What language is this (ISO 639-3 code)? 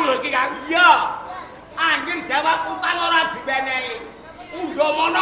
jav